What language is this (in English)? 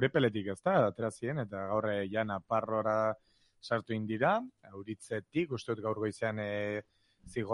Basque